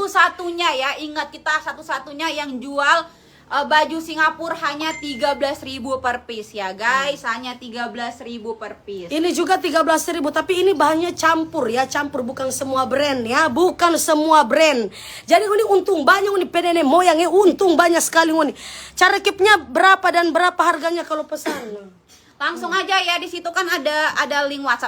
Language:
Manado Malay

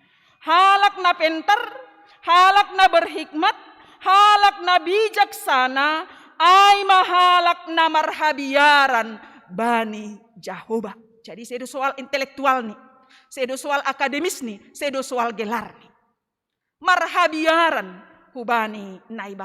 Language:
Batak Simalungun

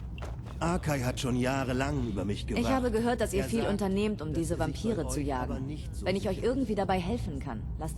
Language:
Bavarian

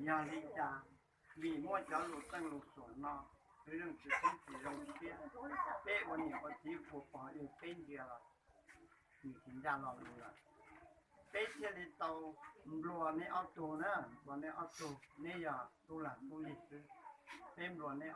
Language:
Hmong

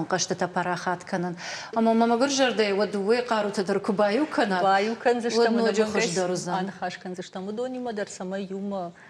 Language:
Ossetic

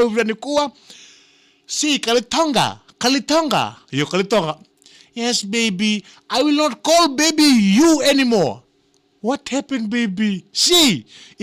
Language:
Fijian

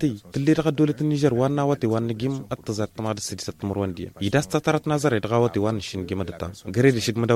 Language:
Hausa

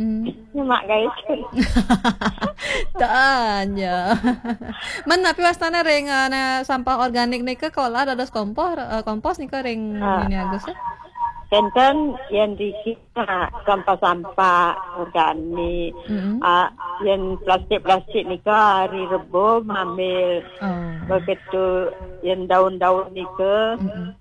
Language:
Balinese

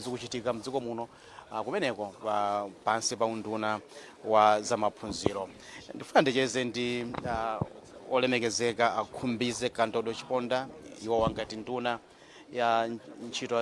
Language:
Nyanja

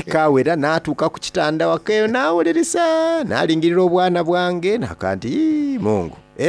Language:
Soga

